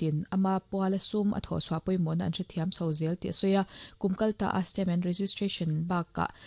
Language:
Mizo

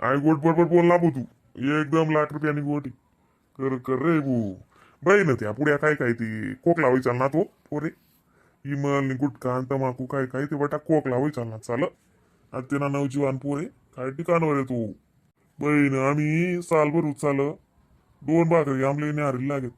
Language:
Khandesi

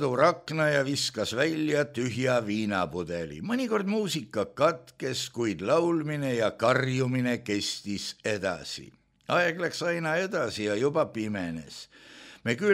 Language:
Estonian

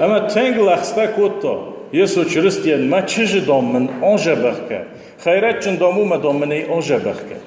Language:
Ossetic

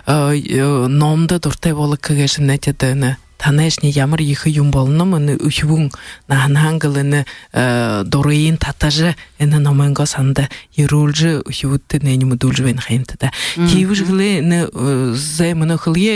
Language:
Buriat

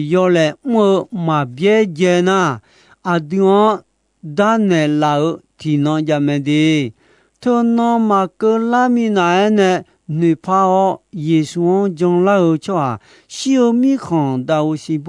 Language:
Akha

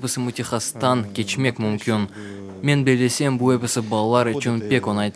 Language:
Crimean Tatar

